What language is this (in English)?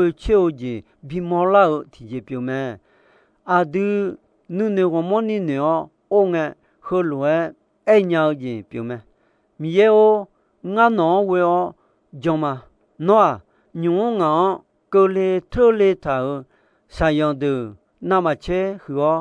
Akha